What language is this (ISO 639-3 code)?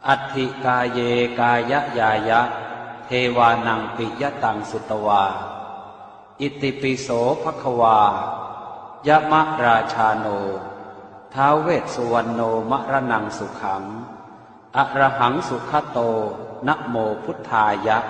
pli